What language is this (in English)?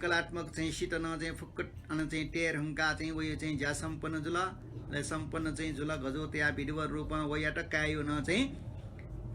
Newari